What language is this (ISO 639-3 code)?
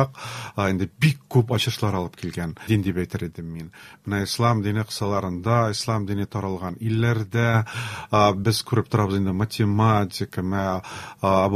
tat